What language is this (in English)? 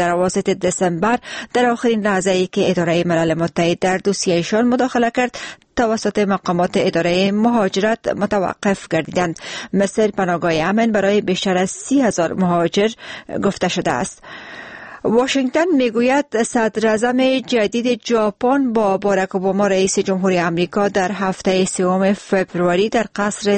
Persian